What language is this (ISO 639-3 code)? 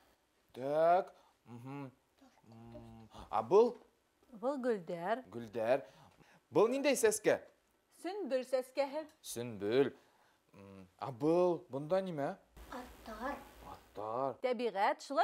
bak